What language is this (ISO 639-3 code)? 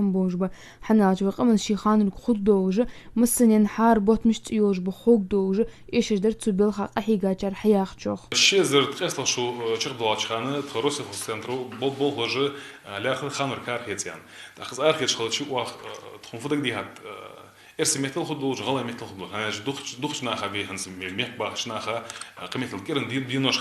inh